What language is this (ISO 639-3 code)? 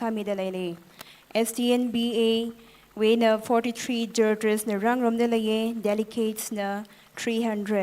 nmf